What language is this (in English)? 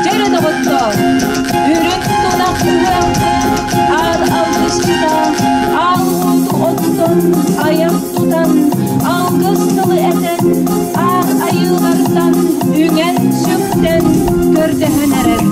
Yakut